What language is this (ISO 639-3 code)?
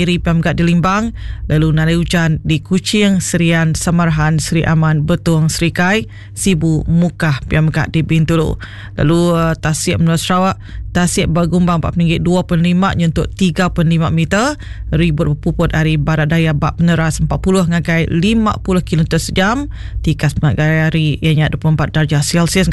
iba